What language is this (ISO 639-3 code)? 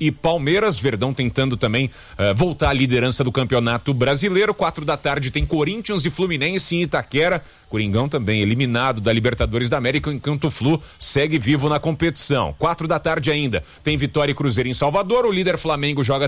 por